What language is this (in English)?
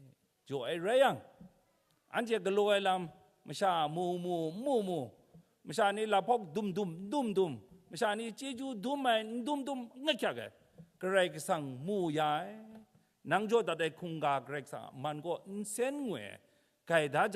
Kachin